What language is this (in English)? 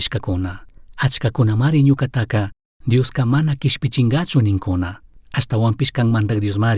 Chimborazo Highland Quichua